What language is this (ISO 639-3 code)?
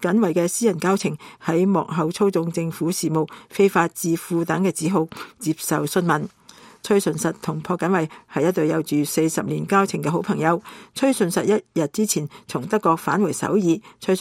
yue